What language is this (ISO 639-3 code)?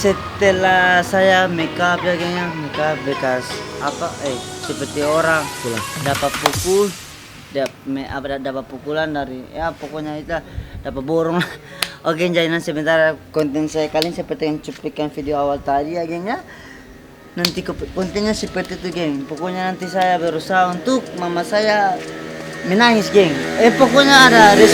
abs